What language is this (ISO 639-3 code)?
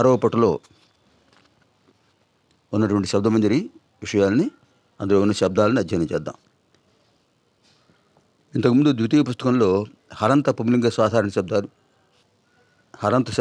tel